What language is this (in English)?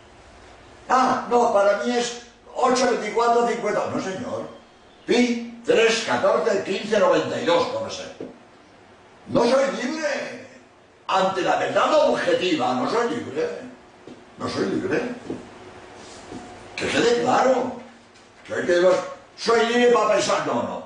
Spanish